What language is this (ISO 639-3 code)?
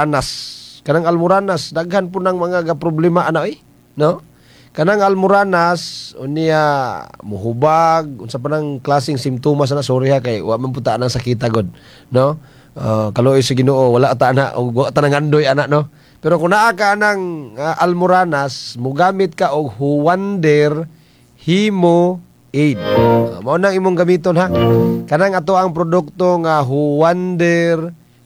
ceb